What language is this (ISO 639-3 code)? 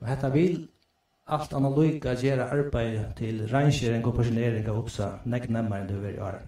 fao